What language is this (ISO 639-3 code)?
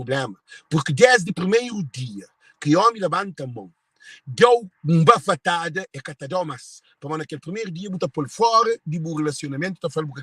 kea